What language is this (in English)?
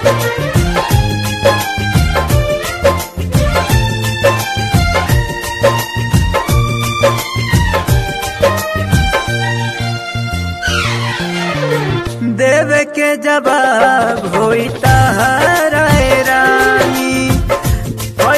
Bhojpuri